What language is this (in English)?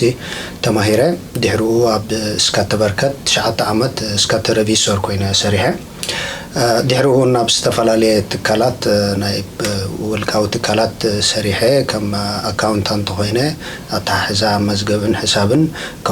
Tigrinya